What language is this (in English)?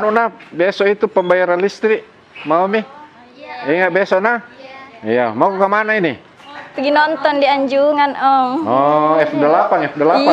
Makassar Malay